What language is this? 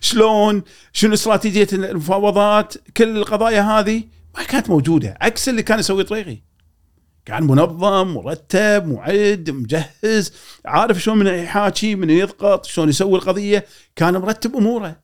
Gulf Arabic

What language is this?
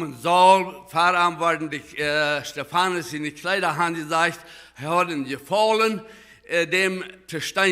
Plautdietsch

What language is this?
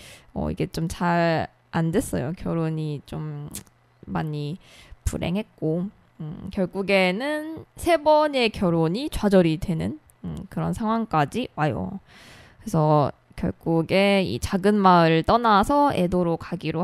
Korean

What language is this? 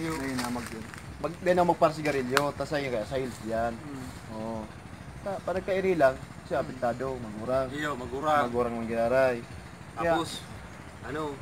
Bikol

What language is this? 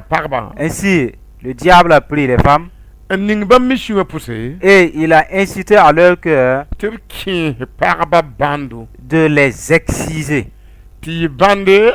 Mossi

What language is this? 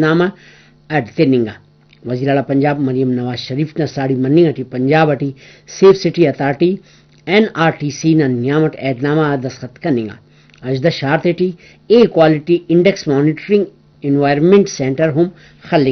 Brahui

